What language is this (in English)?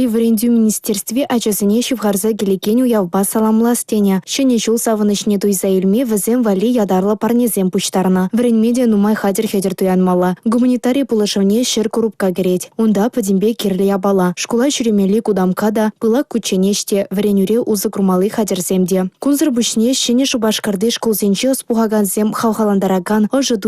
Chuvash